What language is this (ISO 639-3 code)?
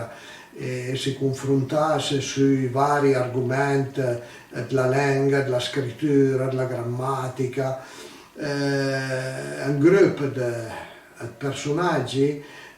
pms